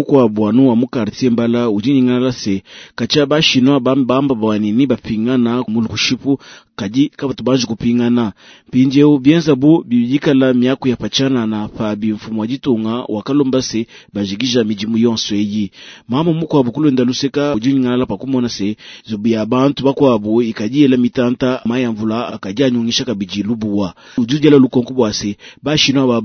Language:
Luba-Lulua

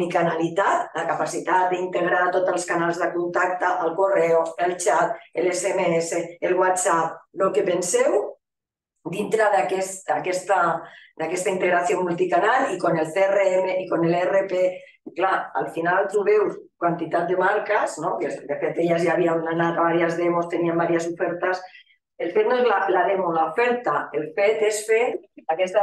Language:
Catalan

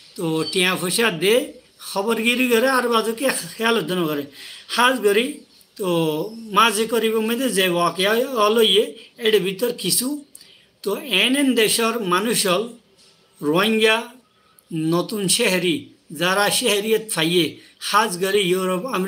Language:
Rohingya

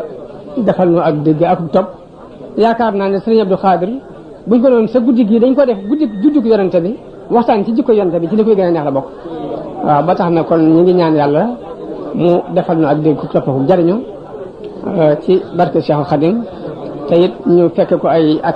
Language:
Wolof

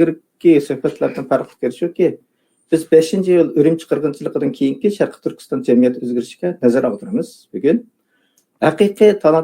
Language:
Uyghur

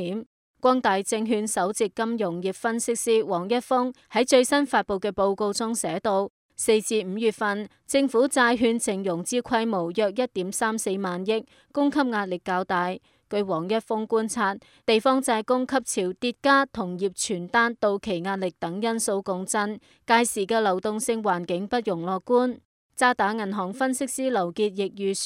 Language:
Cantonese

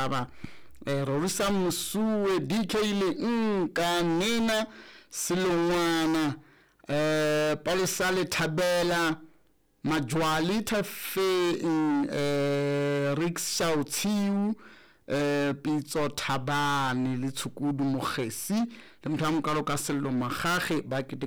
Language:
Southern Sotho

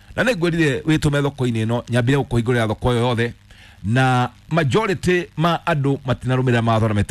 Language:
Kikuyu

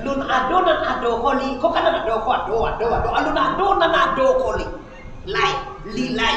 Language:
Minangkabau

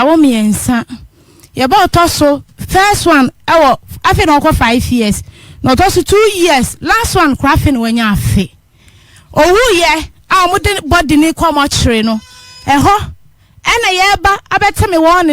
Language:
Akan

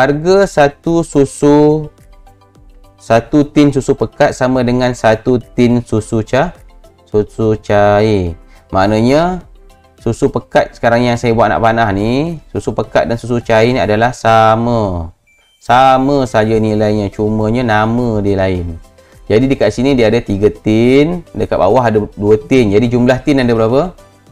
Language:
Malay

